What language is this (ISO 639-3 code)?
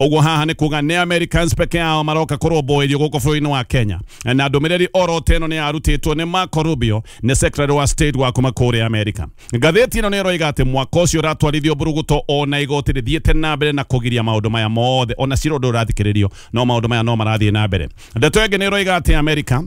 kik